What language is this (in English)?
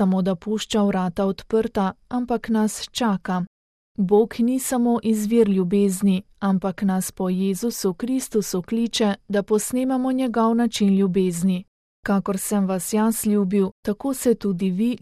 Slovenian